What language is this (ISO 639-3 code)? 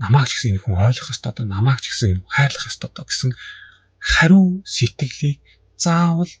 mon